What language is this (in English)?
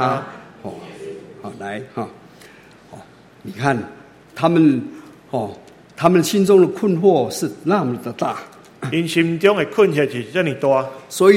Chinese